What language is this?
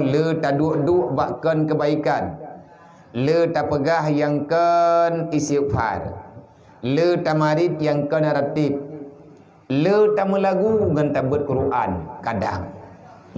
Achinese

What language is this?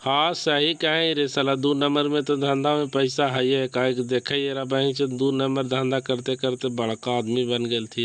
Magahi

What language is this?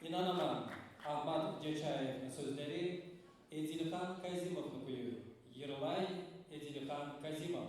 Kumyk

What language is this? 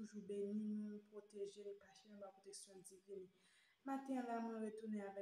Haitian Creole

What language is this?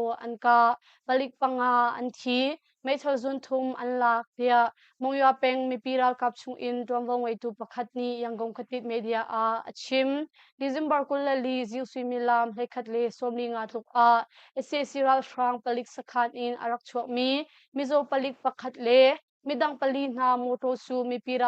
Hakha Chin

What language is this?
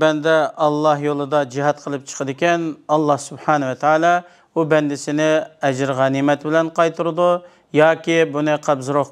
Uyghur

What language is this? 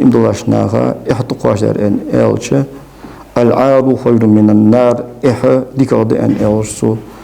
Ingush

